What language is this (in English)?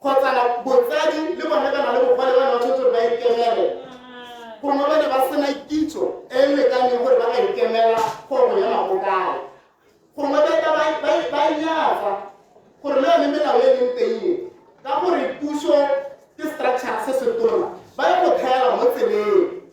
Tswana